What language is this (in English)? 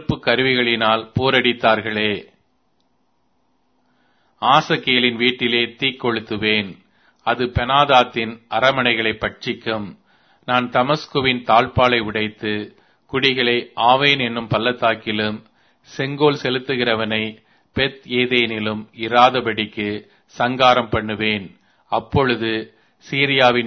Tamil